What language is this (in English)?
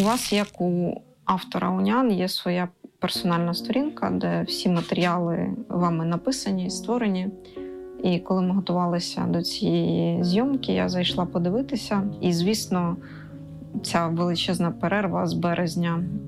Ukrainian